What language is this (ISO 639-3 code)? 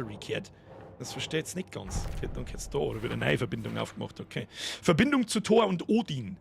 bar